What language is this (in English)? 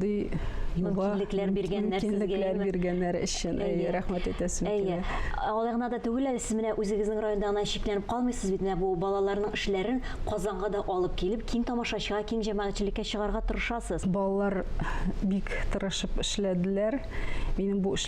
Tatar